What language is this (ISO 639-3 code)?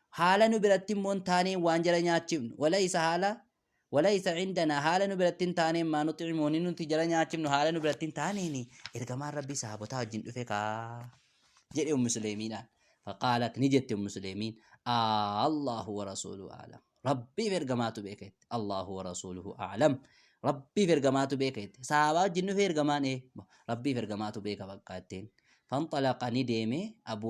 orm